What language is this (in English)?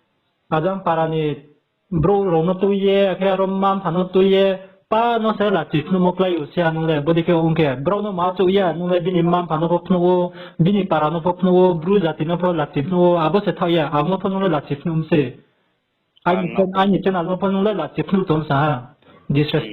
Riang (India)